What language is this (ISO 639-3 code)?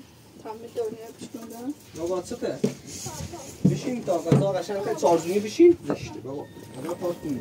fas